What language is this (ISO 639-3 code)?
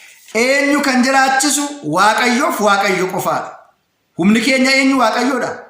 orm